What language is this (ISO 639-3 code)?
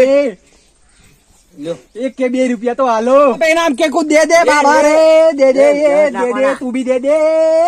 guj